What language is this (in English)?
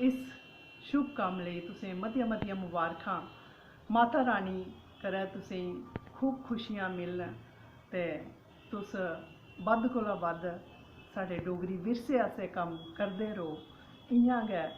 Dogri